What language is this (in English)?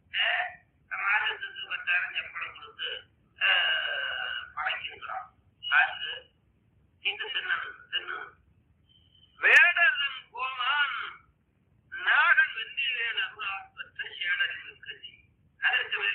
Tamil